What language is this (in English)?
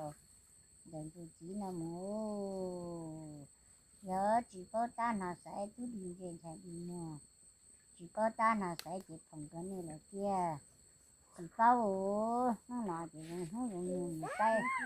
Hmong